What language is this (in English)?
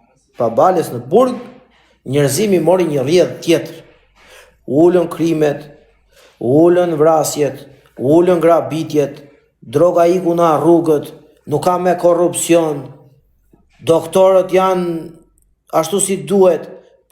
Albanian